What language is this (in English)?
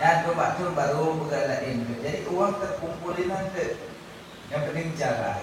Achinese